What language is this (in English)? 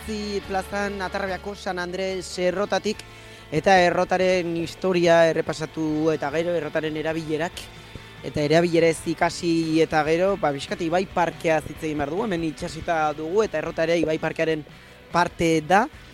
Basque